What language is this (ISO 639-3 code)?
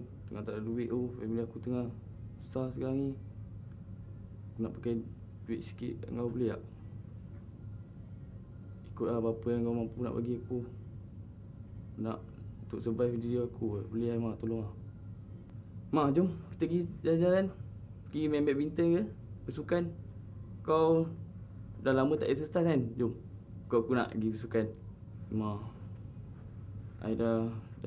msa